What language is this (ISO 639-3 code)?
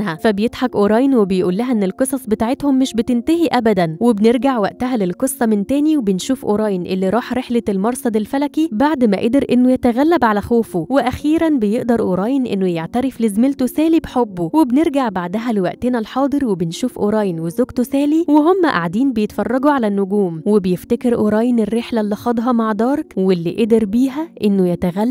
arz